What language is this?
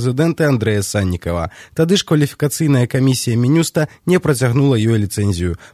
Belarusian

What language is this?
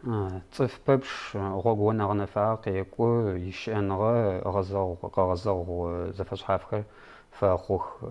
Adyghe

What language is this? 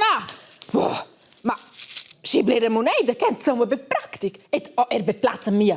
Romansh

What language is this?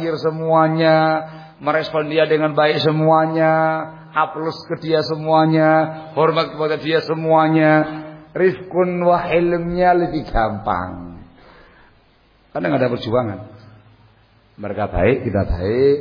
Indonesian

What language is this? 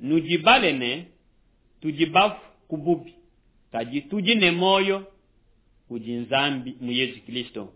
Luba-Lulua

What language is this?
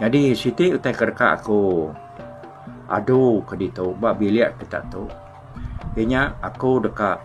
Iban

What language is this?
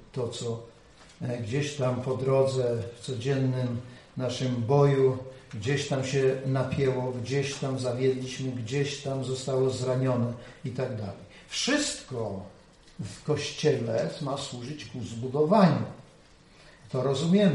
Polish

